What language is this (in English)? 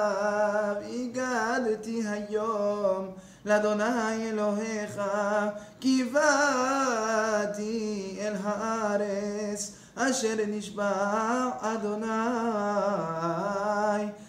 Hebrew